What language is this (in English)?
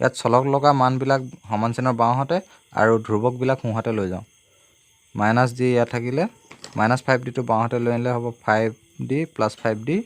Assamese